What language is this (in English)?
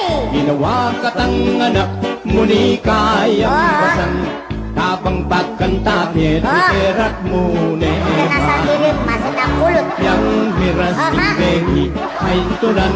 Pampanga